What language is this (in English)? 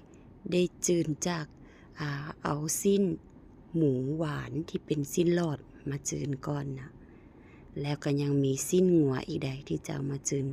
Lao